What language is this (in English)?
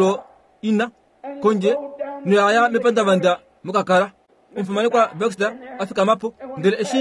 Kuanyama